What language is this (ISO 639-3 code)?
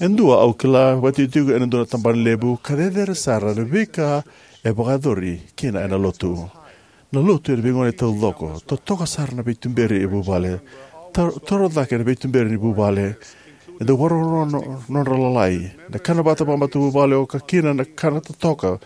fij